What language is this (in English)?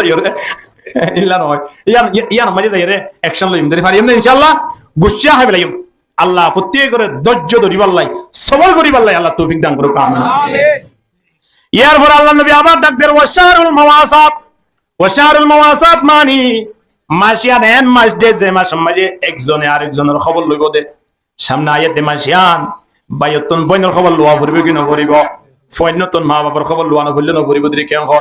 Rohingya